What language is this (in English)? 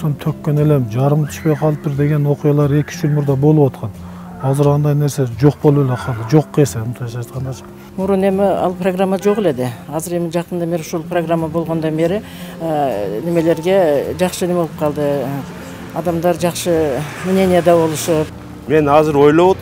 Kyrgyz